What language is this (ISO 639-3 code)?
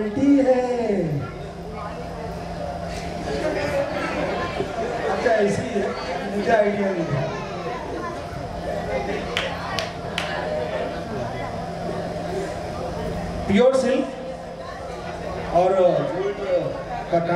hin